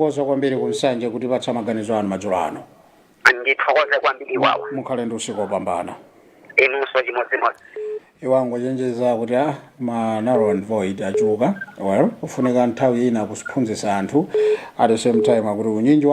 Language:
Nyanja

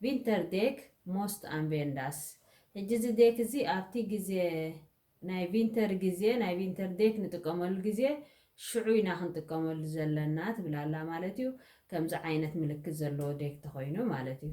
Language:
Tigrinya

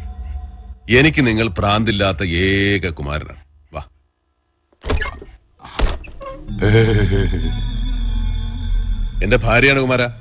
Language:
Malayalam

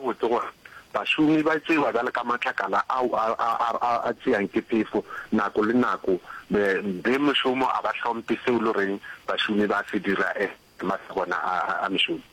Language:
Northern Sotho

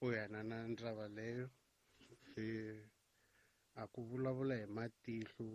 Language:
Tsonga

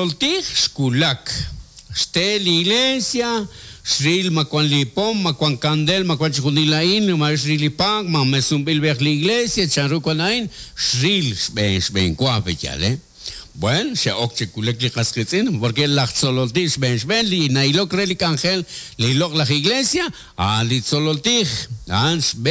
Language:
Kekchí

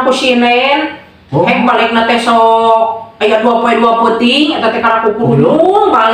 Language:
Sundanese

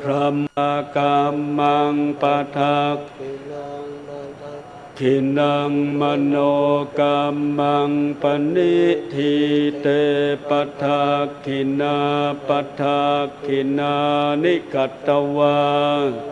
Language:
Pali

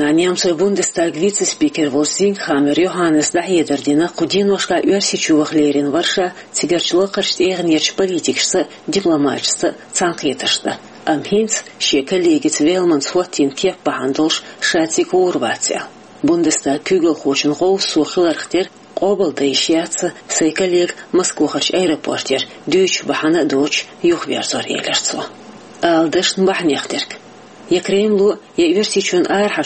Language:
Chechen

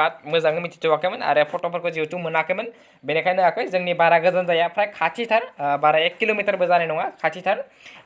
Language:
Bodo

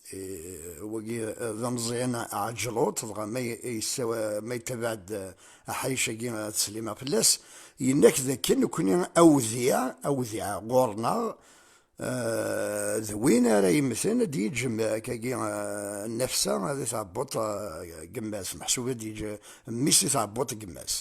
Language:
Kabyle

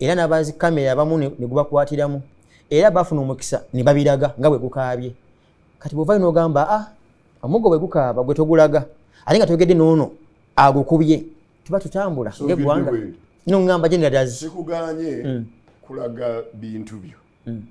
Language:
Ganda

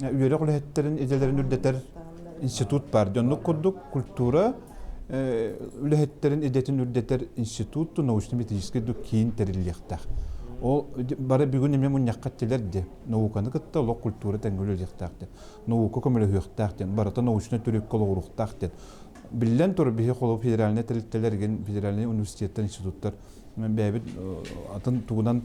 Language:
Yakut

